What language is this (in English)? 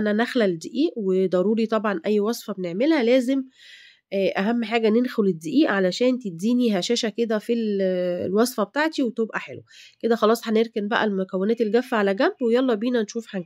Egyptian Arabic